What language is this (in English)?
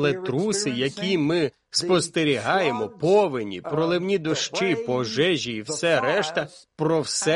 Ukrainian